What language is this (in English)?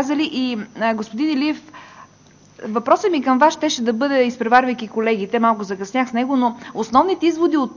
Bulgarian